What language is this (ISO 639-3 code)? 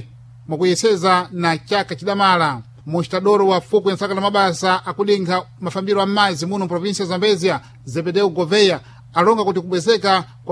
seh